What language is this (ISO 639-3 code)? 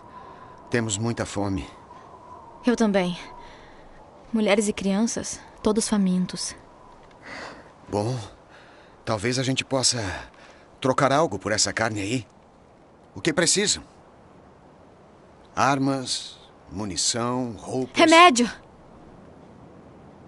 por